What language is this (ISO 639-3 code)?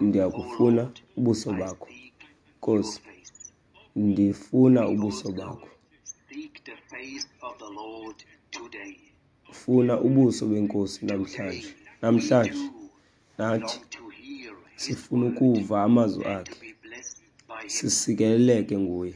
xho